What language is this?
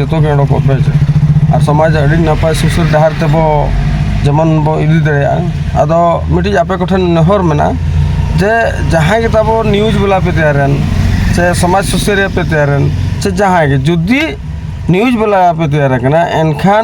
Santali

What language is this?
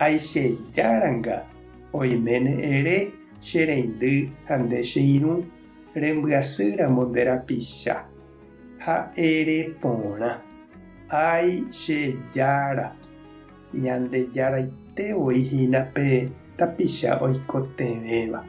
Guarani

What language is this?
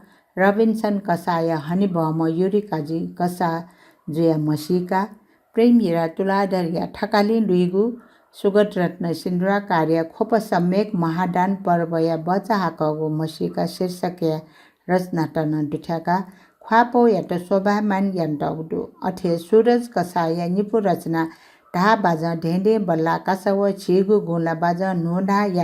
Newari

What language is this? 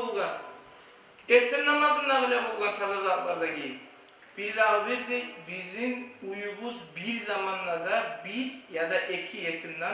Kumyk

